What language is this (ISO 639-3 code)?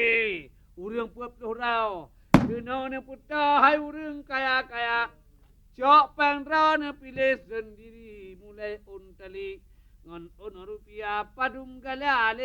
ace